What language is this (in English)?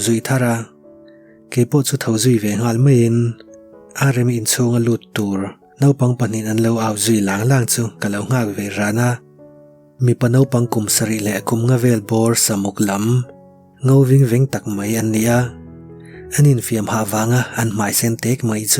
Mizo